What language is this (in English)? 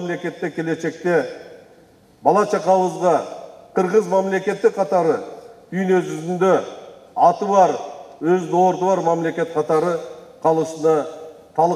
Kyrgyz